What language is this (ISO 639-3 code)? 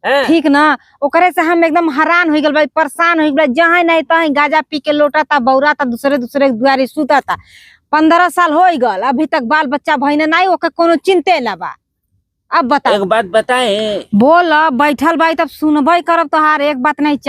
bho